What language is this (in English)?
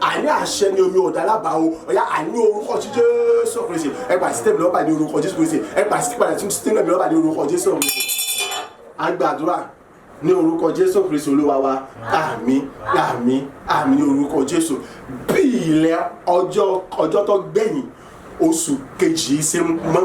Yoruba